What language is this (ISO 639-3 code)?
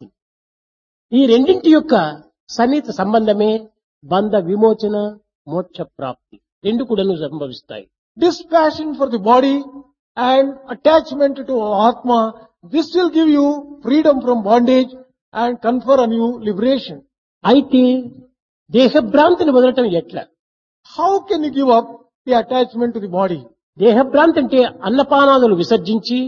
tel